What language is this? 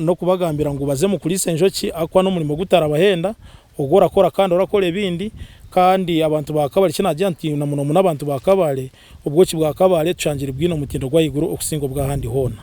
Nyankole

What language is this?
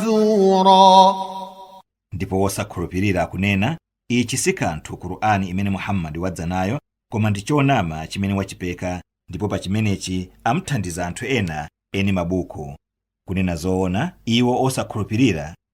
Nyanja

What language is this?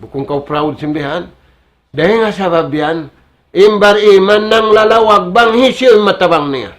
Tausug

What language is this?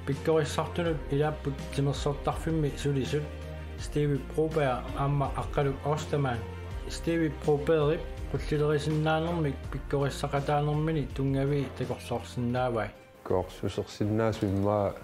Kalaallisut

